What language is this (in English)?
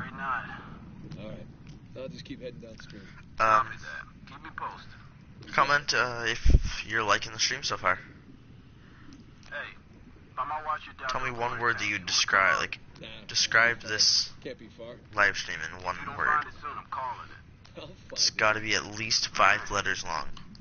English